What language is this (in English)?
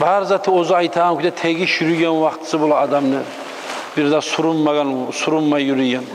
Kumyk